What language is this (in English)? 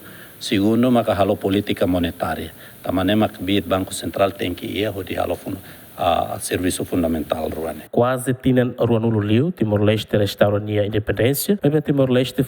Tetum